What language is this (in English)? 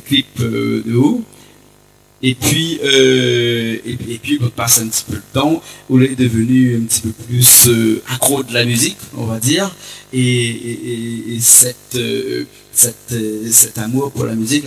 Réunion Creole French